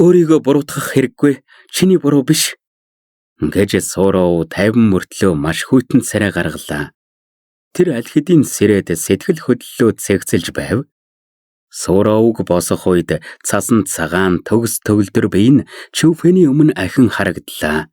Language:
Mongolian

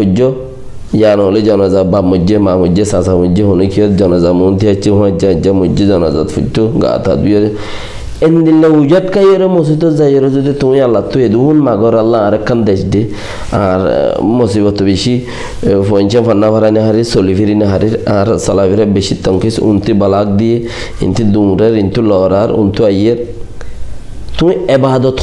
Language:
Rohingya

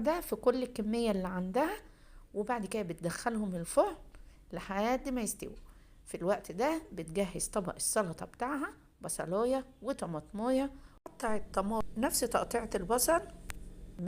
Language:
Egyptian Arabic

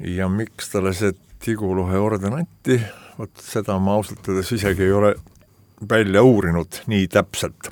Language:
Estonian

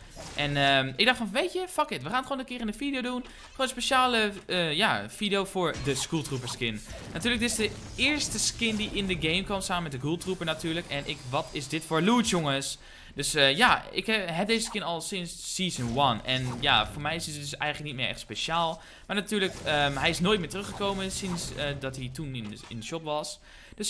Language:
Dutch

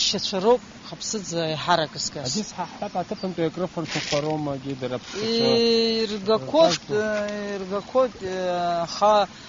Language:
Abkhazian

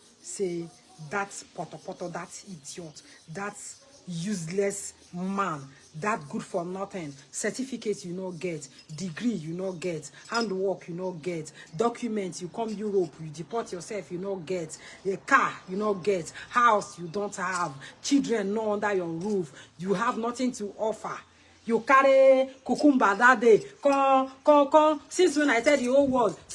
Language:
Nigerian Pidgin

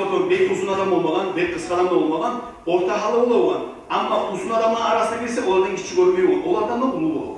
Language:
Kumyk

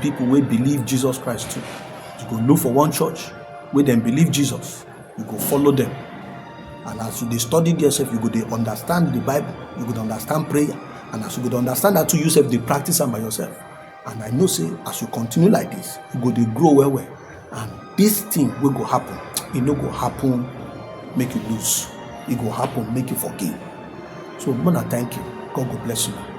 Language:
Nigerian Pidgin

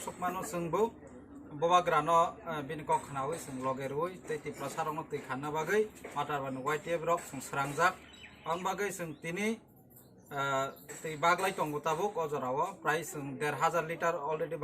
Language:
Kok Borok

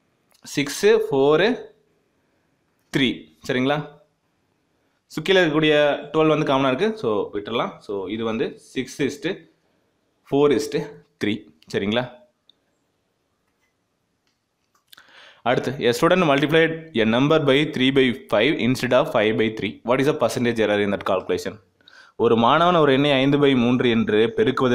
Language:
Tamil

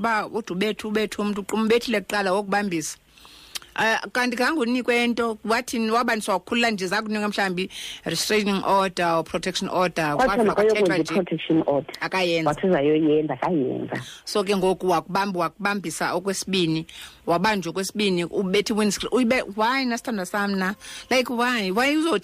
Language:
Xhosa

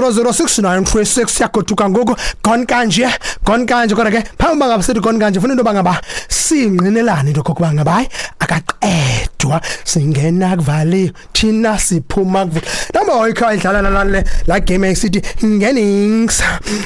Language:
Xhosa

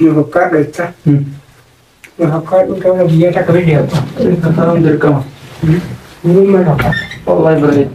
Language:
Oromo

